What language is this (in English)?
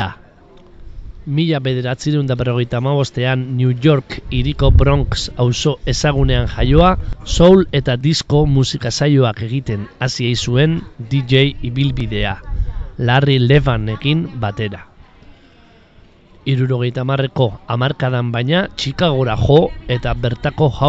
Basque